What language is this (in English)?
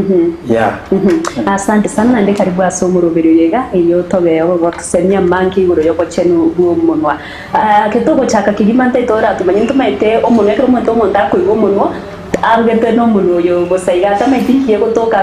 Gusii